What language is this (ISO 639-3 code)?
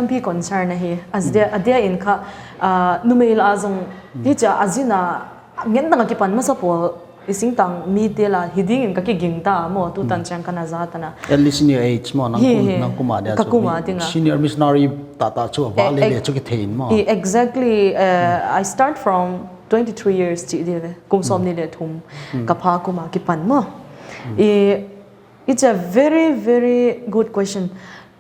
pck